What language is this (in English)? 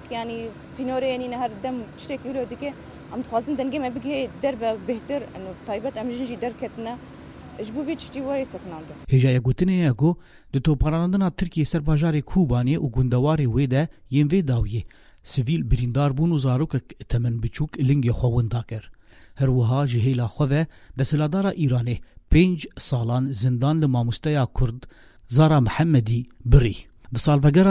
Kurdish